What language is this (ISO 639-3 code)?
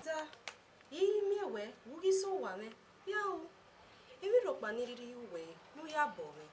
bin